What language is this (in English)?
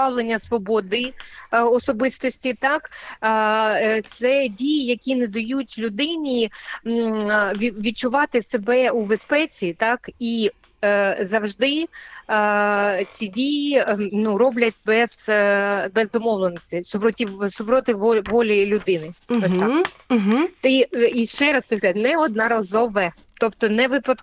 Ukrainian